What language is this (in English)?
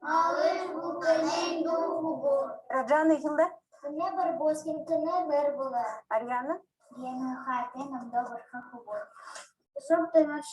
Buriat